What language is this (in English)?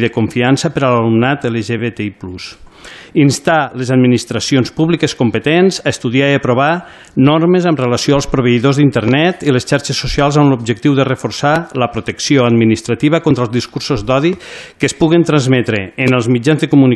Catalan